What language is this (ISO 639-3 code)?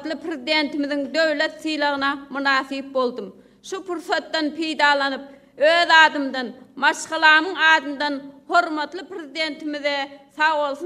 tuk